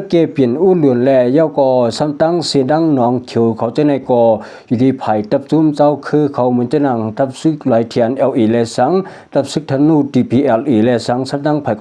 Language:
Shan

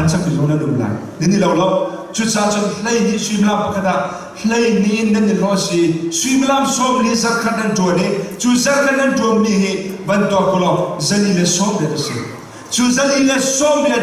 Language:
Hakha Chin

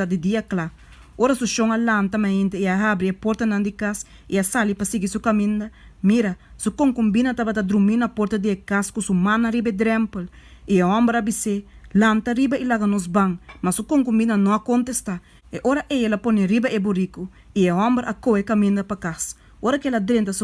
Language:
Papiamento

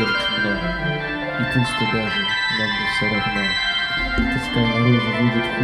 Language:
Russian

